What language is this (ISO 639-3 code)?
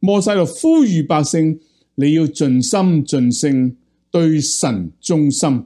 yue